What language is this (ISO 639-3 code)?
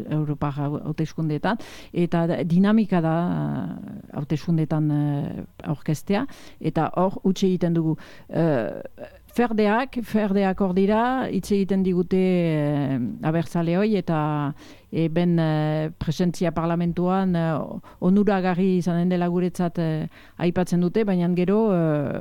eus